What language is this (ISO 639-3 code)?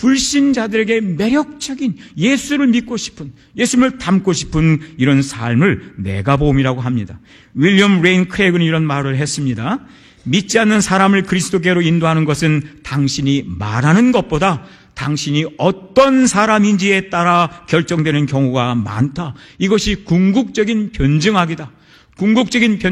kor